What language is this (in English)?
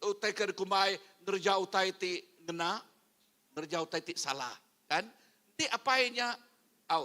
Iban